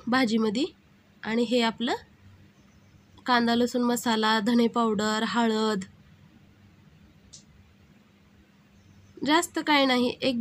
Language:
Marathi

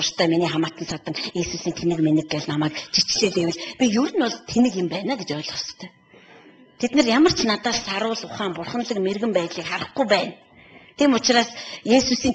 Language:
Mongolian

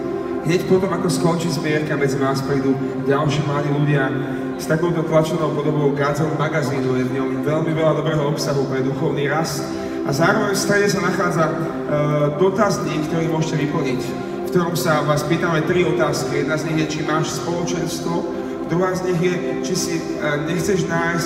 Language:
Slovak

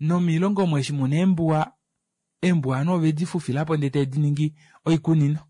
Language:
Kuanyama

